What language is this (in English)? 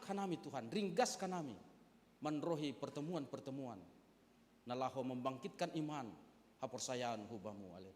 Batak Simalungun